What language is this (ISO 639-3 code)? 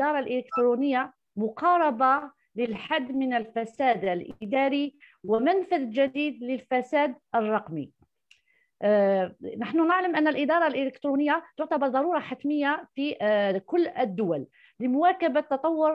ara